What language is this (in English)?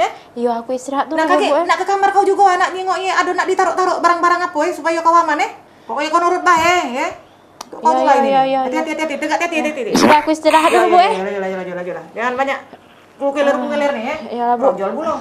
Musi